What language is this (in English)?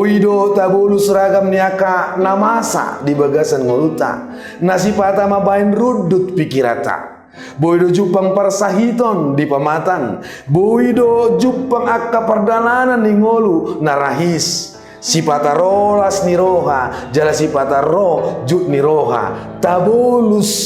Batak Toba